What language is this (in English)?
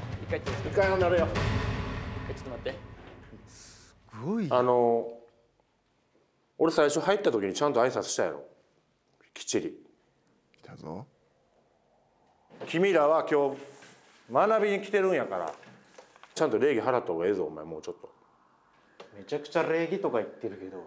Japanese